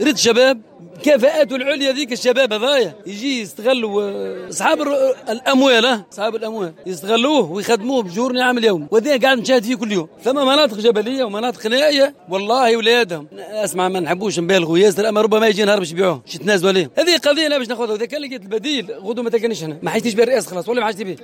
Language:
Tunisian Arabic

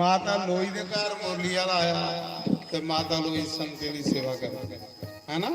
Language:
Dogri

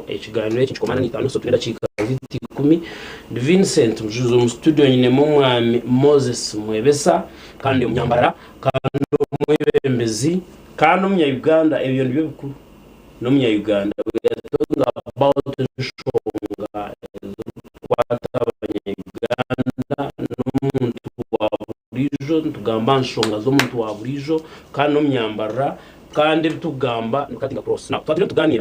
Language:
Nyankole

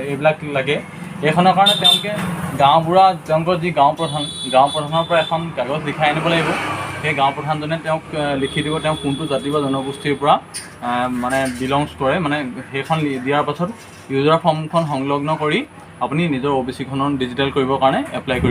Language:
Assamese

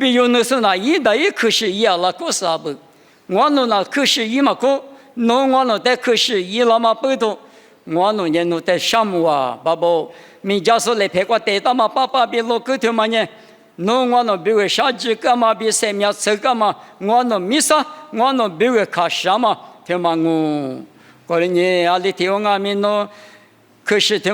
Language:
Lisu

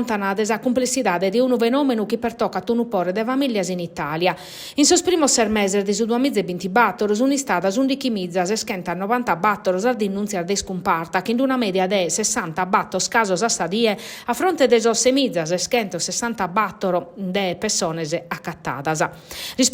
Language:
Sardinian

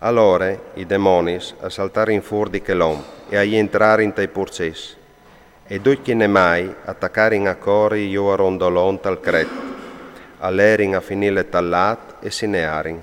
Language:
Friulian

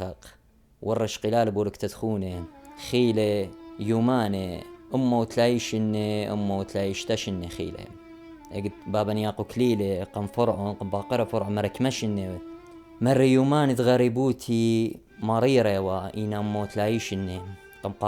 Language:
Assyrian Neo-Aramaic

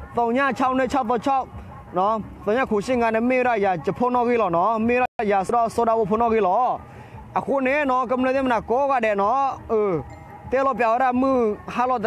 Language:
S'gaw Karen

